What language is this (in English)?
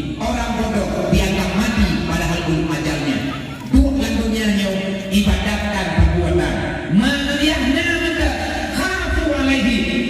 Achinese